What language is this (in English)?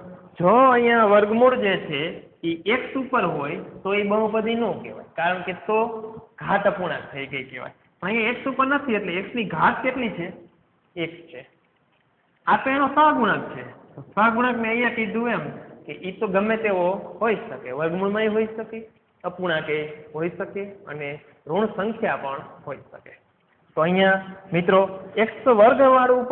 Gujarati